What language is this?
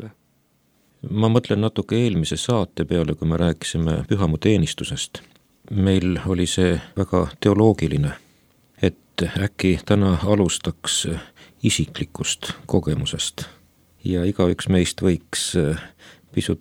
Estonian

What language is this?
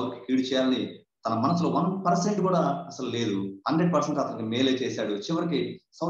Telugu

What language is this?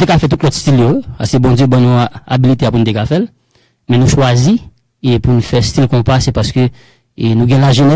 Haitian Creole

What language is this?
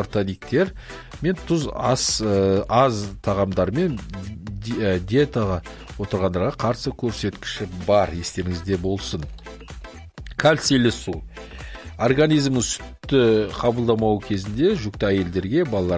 Kazakh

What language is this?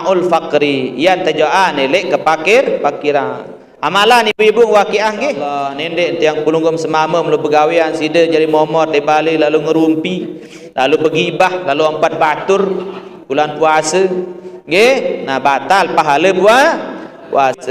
Sasak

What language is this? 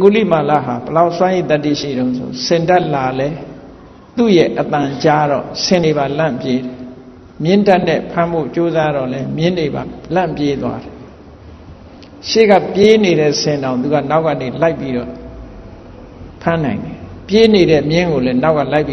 Burmese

